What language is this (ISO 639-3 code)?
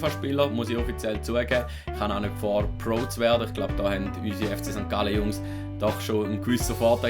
gsw